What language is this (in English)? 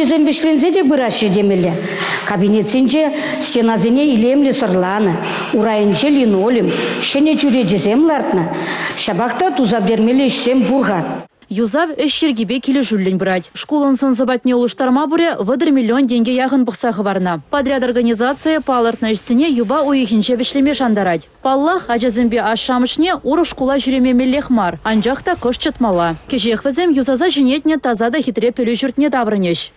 Chuvash